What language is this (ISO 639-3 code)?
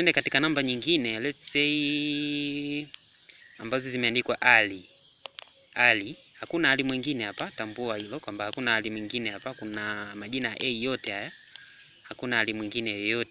swa